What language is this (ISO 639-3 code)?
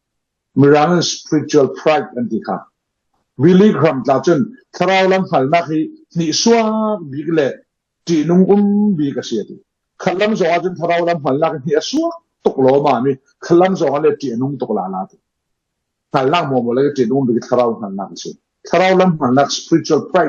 cfm